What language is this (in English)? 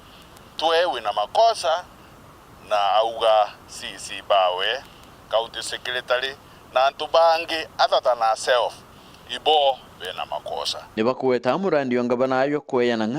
Meru